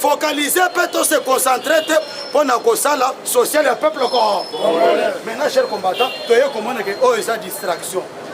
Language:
Lingala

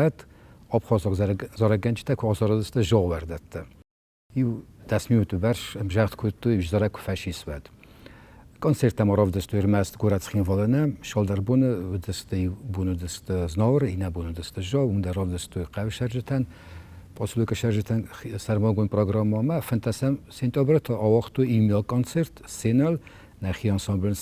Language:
Ossetic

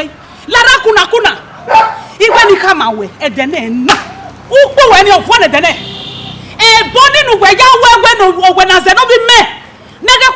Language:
Bini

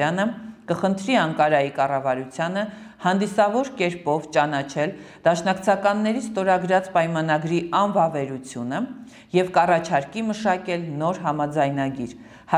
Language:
Armenian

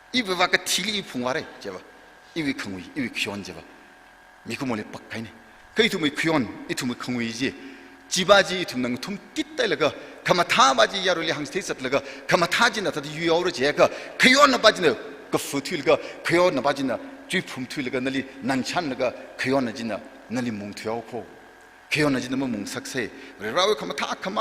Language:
Tangkhul Naga (India)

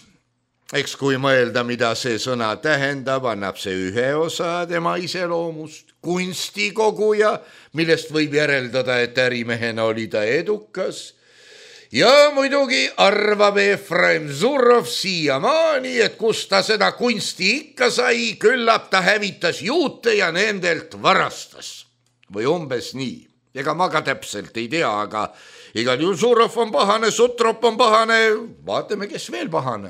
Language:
Estonian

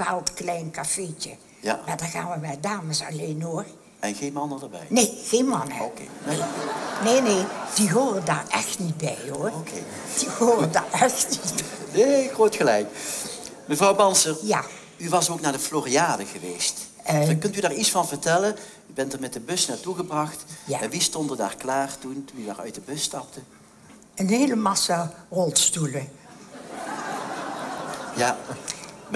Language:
Dutch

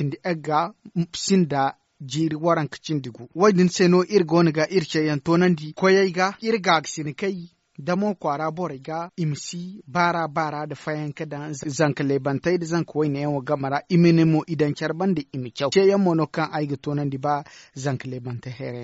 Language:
Zarma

